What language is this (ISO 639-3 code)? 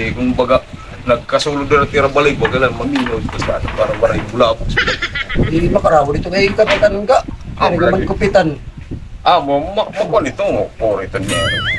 war